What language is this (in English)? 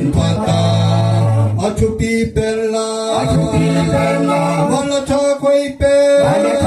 Tedim Chin